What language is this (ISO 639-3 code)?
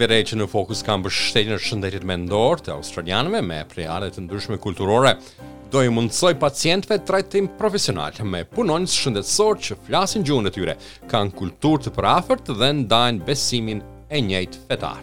sqi